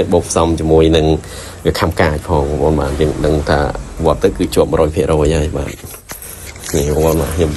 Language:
Khmer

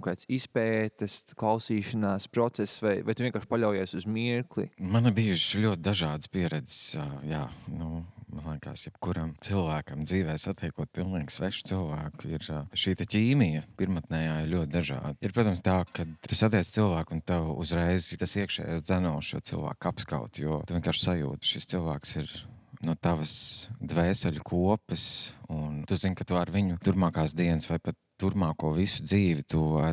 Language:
Latvian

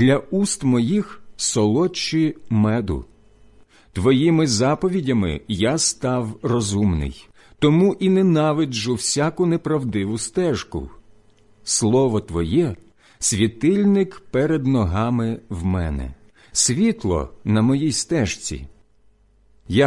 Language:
Ukrainian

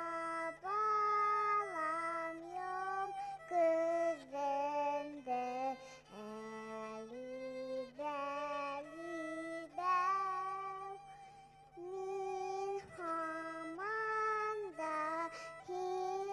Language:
Bashkir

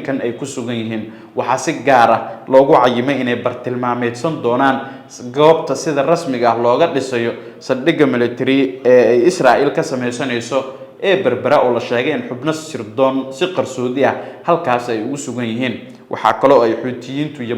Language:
Somali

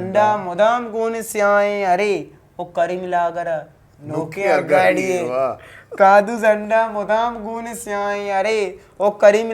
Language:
Eastern Balochi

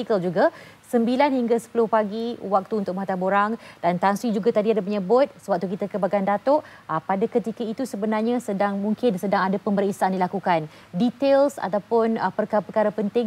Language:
Malay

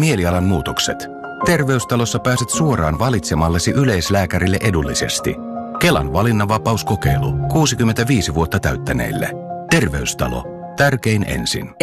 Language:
Finnish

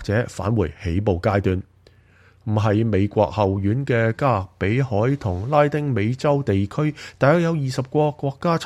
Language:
Cantonese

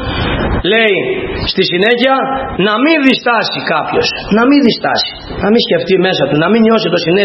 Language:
Greek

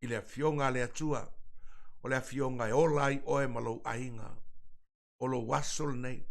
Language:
Samoan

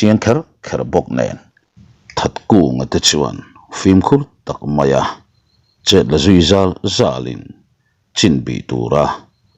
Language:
Mizo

